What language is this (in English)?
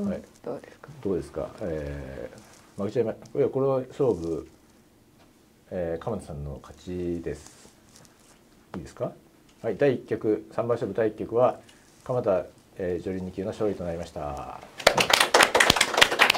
Japanese